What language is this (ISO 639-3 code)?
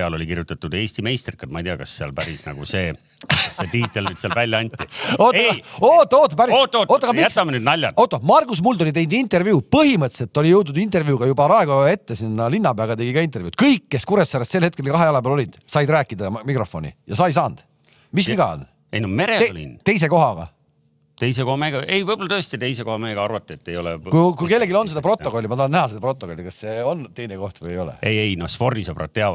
est